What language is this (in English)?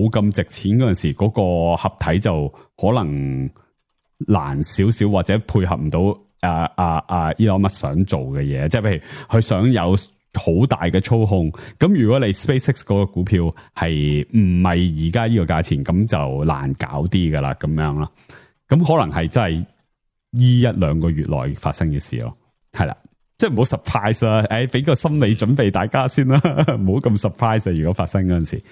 Cantonese